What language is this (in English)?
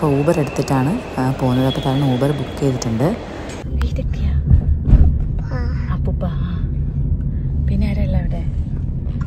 Malayalam